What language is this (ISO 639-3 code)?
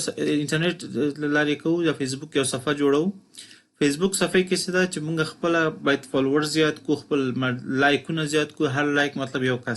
pus